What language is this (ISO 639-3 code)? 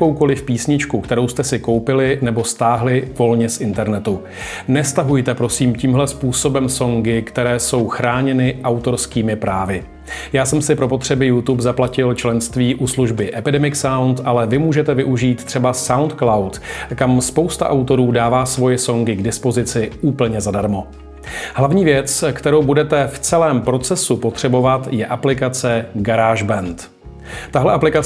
ces